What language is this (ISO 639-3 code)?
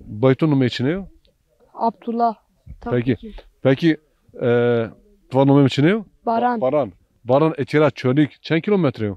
zza